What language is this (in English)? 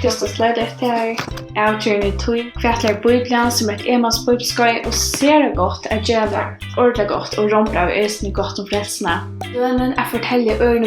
Faroese